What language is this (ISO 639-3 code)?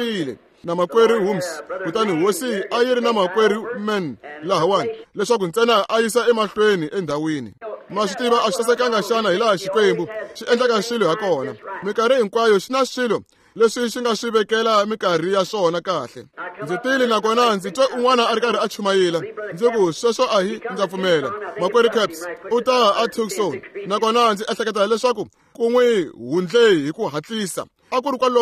tso